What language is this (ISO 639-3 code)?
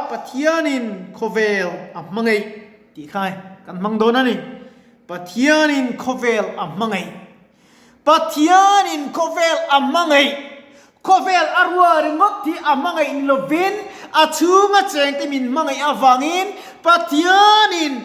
lus